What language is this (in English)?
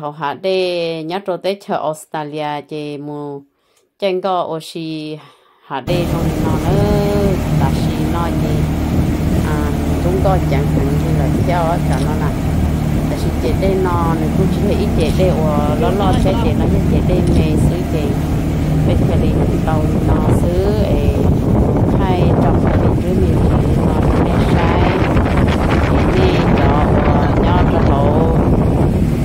Hmong